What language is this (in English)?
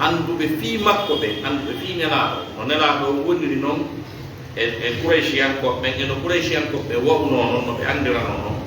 Fula